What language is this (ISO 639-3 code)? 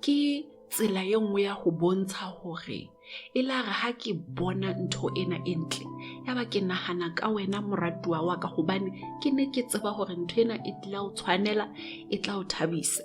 sot